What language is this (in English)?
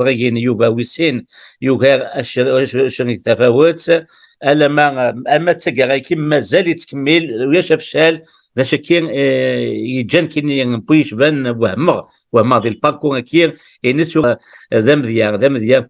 Kabyle